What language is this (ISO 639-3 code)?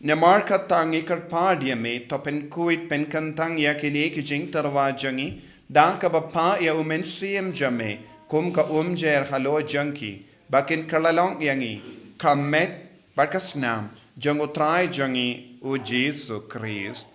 kha